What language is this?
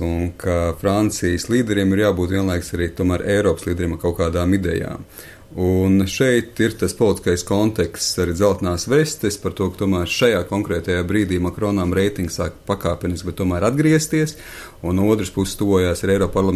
Latvian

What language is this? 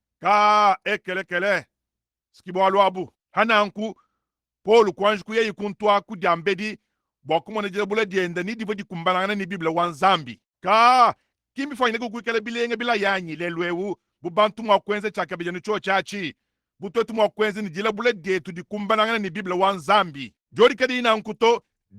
Luba-Lulua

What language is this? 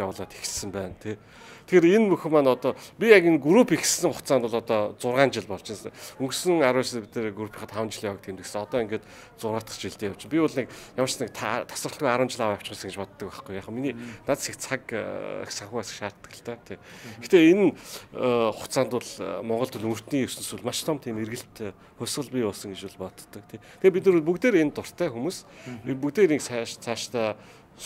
Mongolian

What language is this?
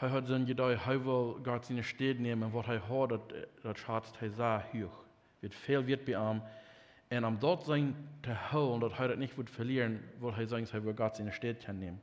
Plautdietsch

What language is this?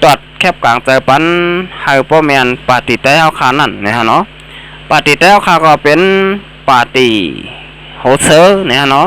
Shan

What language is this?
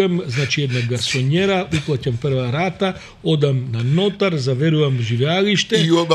Macedonian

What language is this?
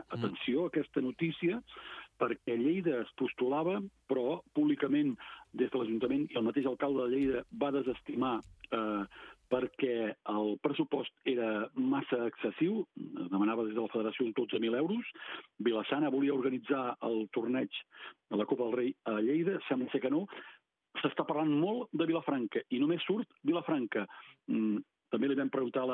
Catalan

